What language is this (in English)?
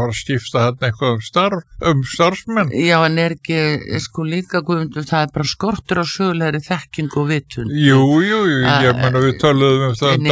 Icelandic